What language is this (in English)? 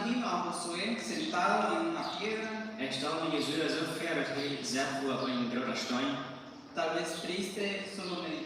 Plautdietsch